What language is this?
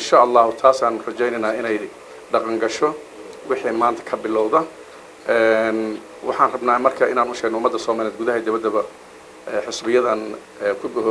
Somali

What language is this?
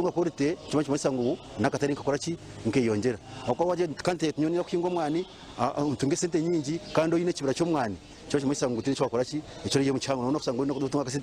Nyankole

